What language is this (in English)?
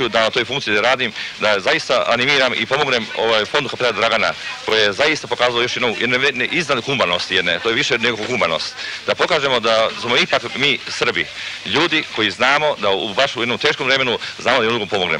Serbian